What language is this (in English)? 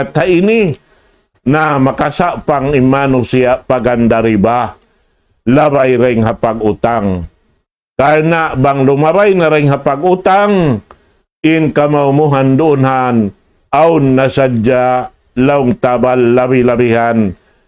Tausug